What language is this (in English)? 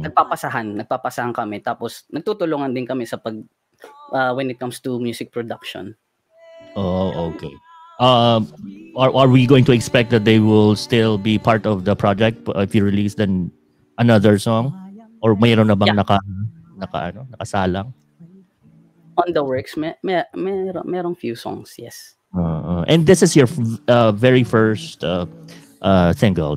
Filipino